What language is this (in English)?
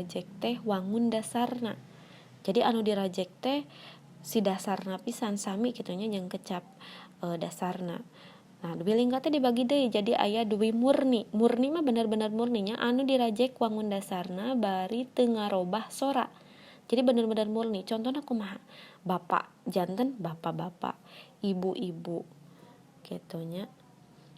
Sundanese